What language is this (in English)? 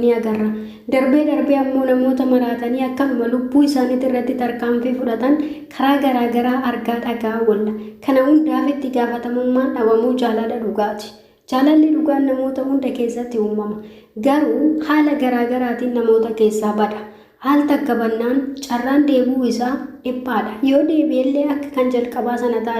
Oromo